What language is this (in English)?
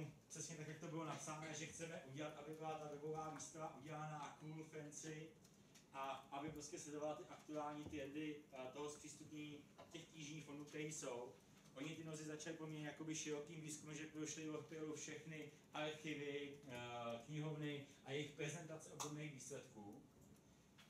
Czech